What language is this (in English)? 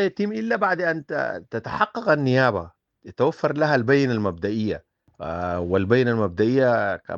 Sudanese Arabic